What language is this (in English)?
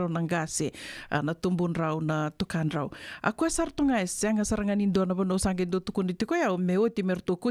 Fijian